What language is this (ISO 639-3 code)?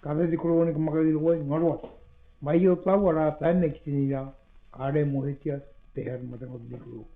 mri